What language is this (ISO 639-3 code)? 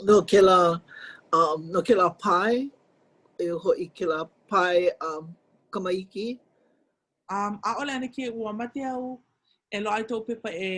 haw